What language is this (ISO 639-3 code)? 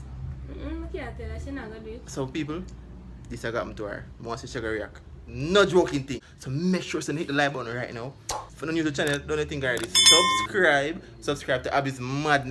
jam